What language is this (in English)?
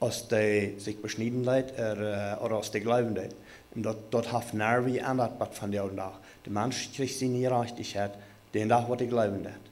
Plautdietsch